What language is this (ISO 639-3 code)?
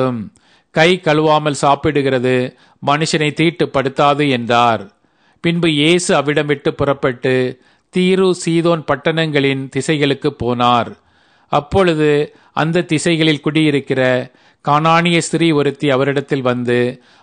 tam